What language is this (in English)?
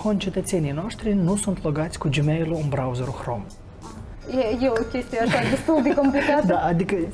Romanian